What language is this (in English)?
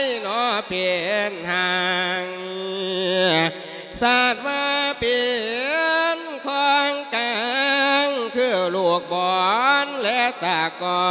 Lao